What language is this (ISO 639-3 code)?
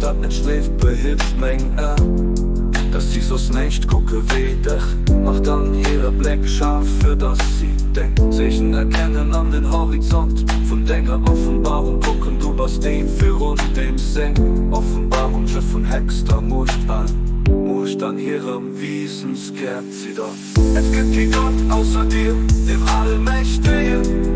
ltz